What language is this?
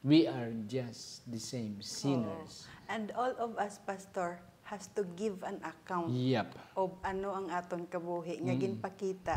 Hiligaynon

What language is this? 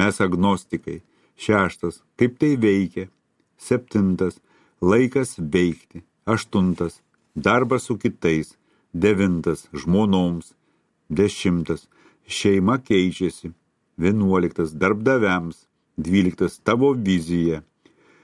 Lithuanian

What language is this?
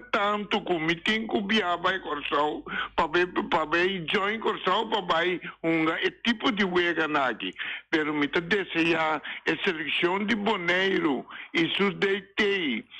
Papiamento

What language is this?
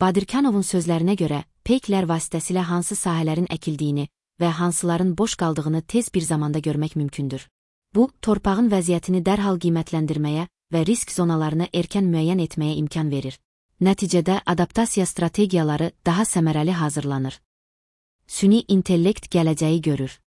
Azerbaijani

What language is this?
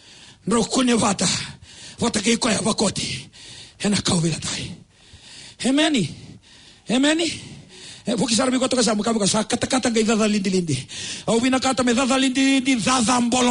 Fijian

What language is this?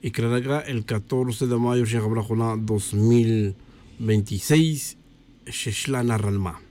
Tz'utujil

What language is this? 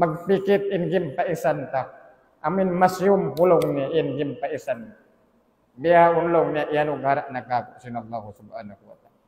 Tausug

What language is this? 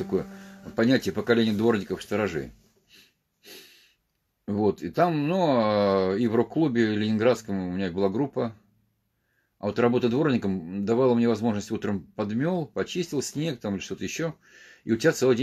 Russian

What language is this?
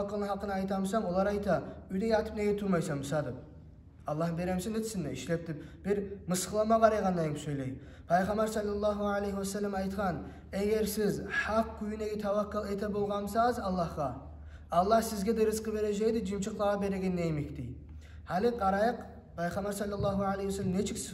Kumyk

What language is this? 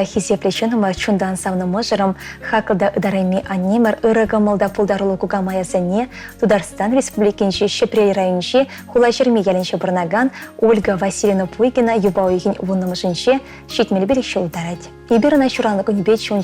Chuvash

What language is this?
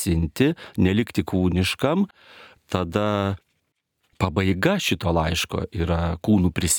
Lithuanian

